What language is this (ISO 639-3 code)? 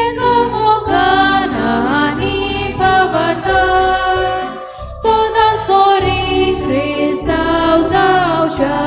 kok